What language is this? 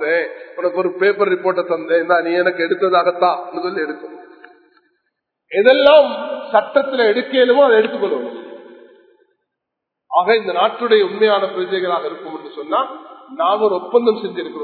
Tamil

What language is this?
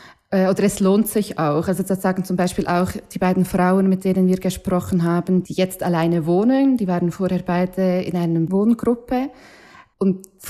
German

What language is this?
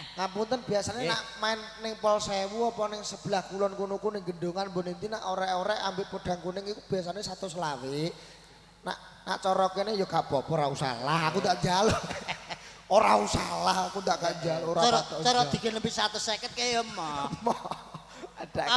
Javanese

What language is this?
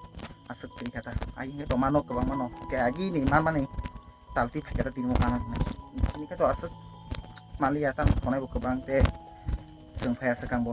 Kok Borok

